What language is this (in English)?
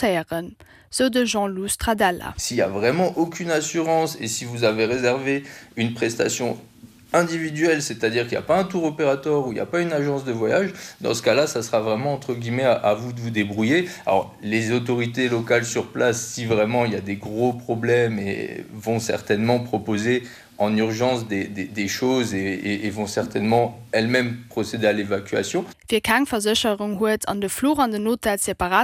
Luxembourgish